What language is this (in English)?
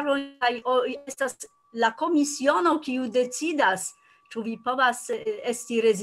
Esperanto